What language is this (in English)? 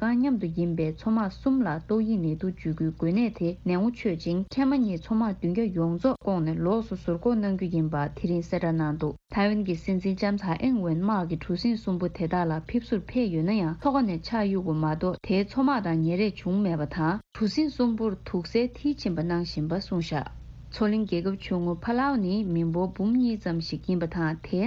Tibetan